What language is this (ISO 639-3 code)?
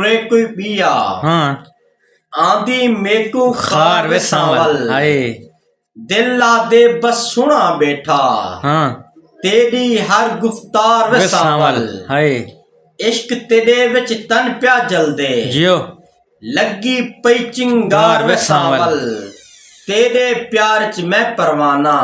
skr